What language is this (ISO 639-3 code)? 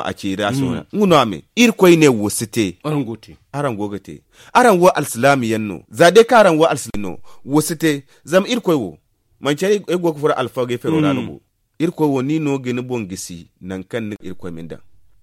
dje